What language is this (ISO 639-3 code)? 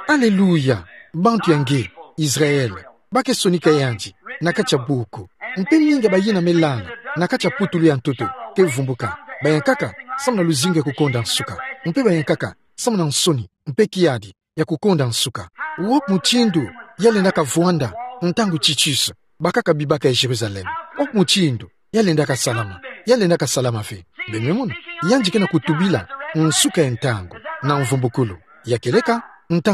ktu